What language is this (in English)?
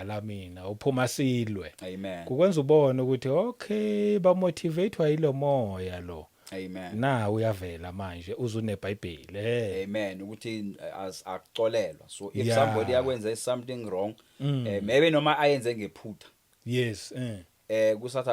Zulu